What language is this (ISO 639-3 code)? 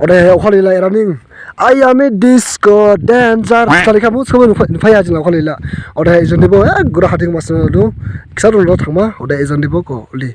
dis